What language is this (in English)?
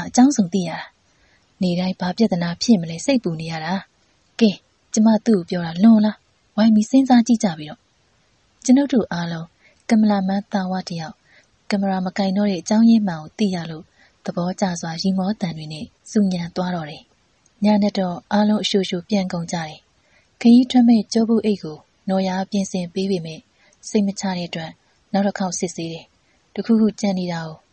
Burmese